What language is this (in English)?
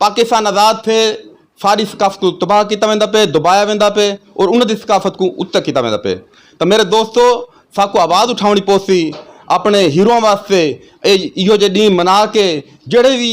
Saraiki